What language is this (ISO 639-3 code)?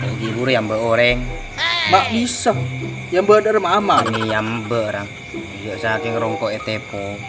mad